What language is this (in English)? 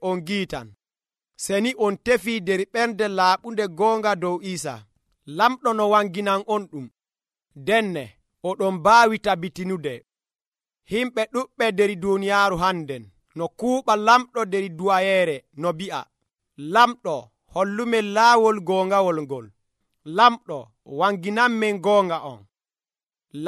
Nigerian Fulfulde